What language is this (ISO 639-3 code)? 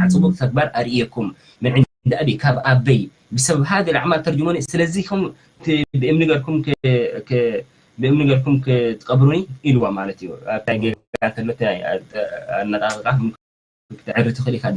tir